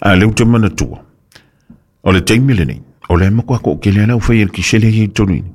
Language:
Samoan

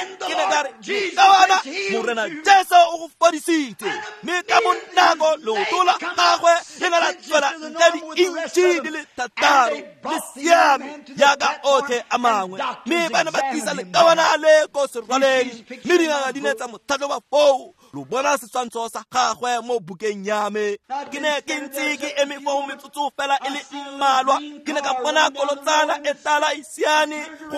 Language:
Tswana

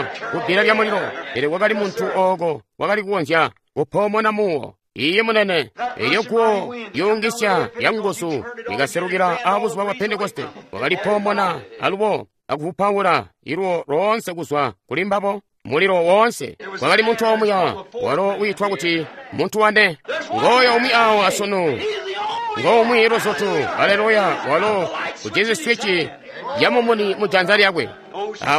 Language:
Tonga (Zambia)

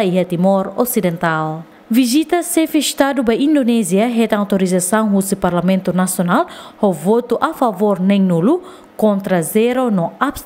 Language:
Tetum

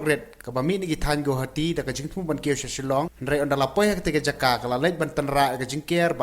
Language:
Khasi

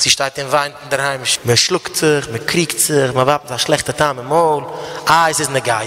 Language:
Yiddish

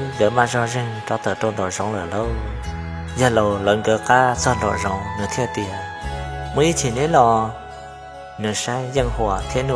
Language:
Hmong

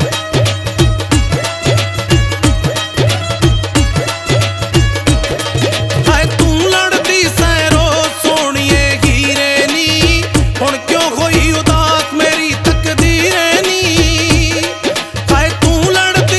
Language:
Punjabi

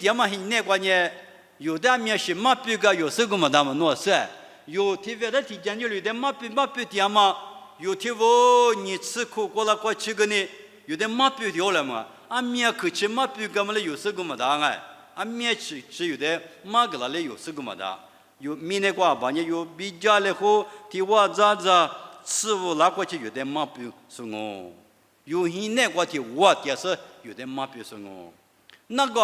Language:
Lisu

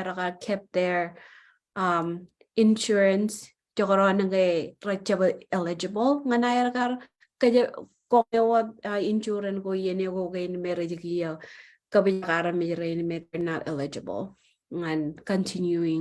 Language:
Marshallese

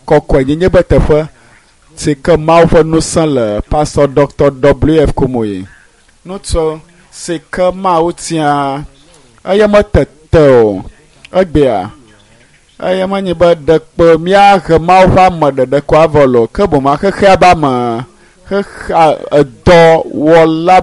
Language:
Ewe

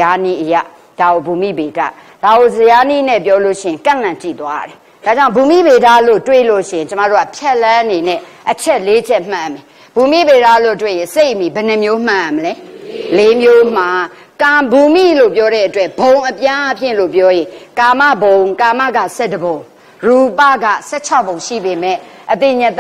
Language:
Burmese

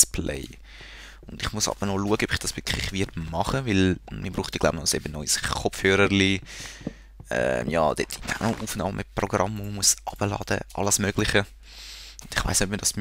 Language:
Swiss German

